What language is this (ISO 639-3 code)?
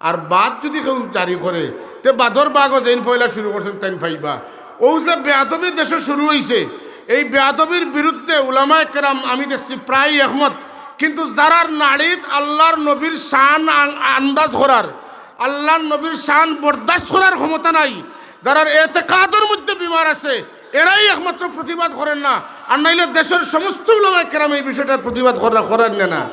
syl